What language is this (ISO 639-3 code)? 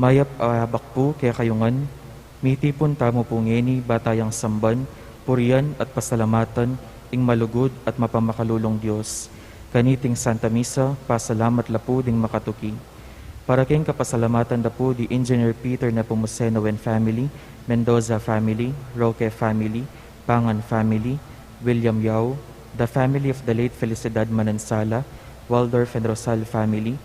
pam